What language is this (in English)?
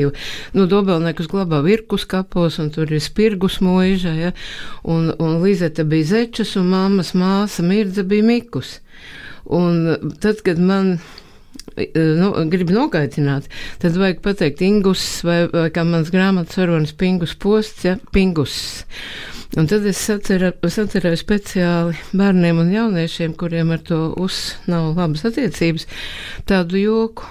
Latvian